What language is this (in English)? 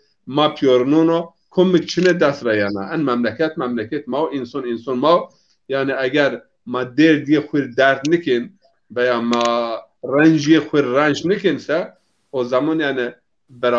Zaza